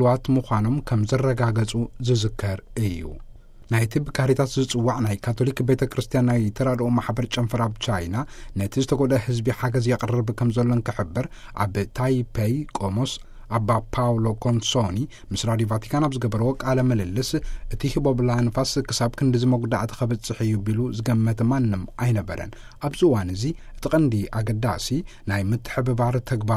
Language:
Tigrinya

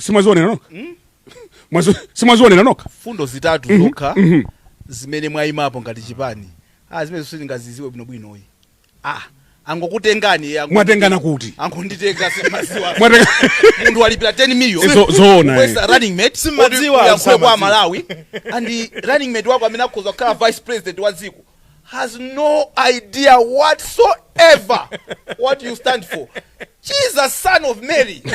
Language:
Nyanja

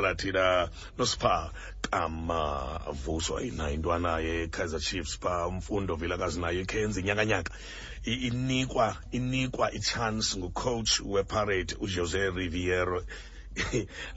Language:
Xhosa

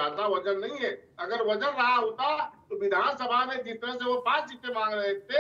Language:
Hindi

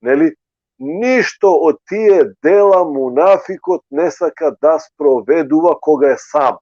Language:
Balkan Romani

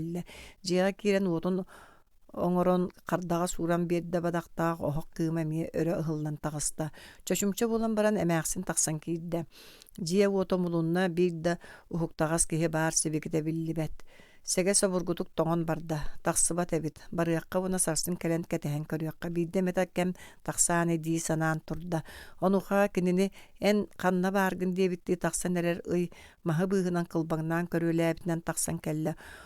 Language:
Yakut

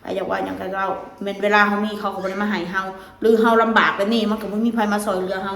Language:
Northeastern Thai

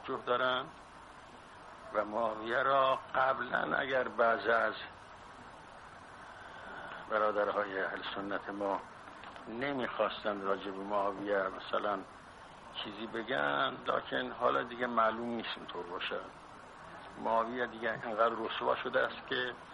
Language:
Persian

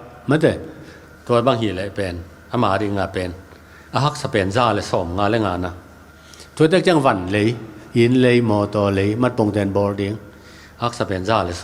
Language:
Tedim Chin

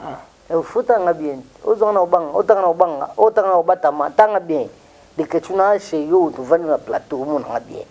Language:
Lingala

